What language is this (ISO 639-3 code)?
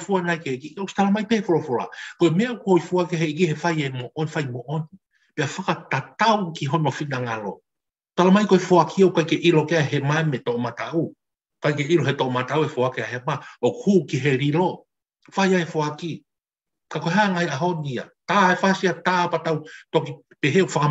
ton